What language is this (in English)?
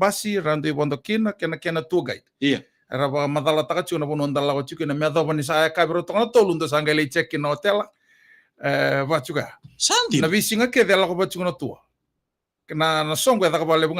Fijian